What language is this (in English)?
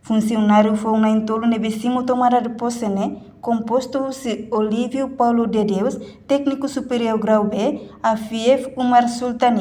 Tetum